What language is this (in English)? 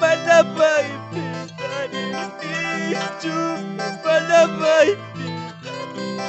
Quechua